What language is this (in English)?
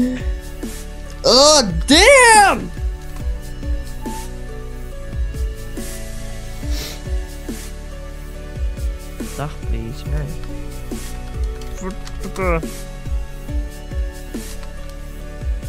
Dutch